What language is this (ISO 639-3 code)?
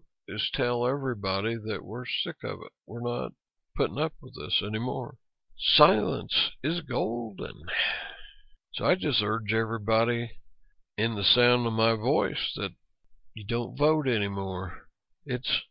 eng